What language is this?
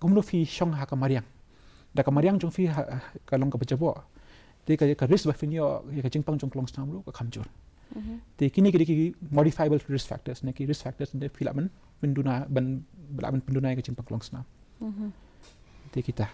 Khasi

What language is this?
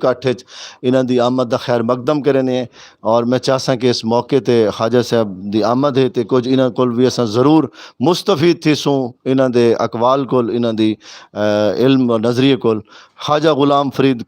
Saraiki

